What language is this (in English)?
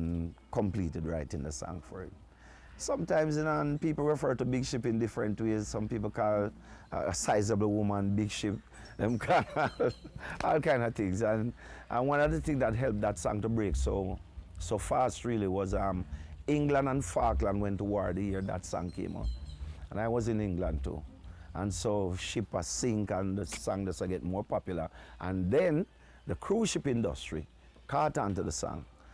Jamaican Creole English